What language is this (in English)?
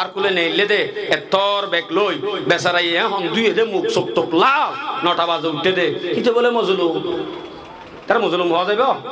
Rohingya